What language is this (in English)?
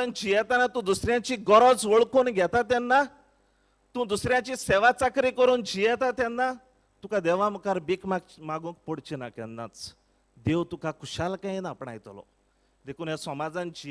Konkani